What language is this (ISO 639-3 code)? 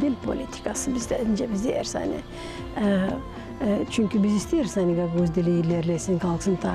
gag